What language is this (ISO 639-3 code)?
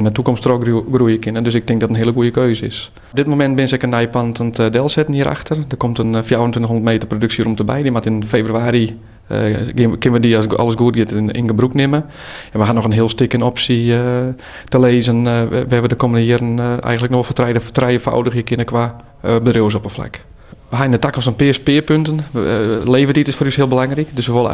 fry